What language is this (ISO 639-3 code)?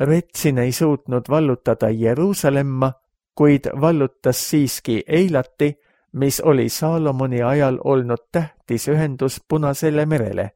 est